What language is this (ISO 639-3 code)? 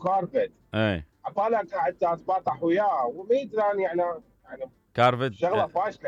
acm